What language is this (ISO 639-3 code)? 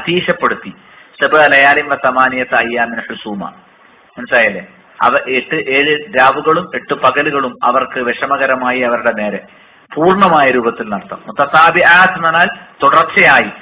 mal